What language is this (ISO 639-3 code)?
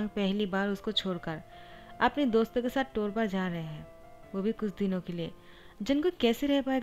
hin